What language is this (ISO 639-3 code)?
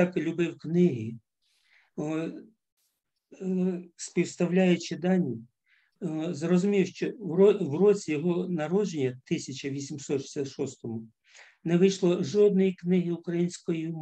ukr